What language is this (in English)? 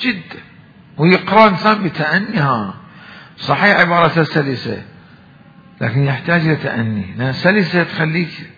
Mesopotamian Arabic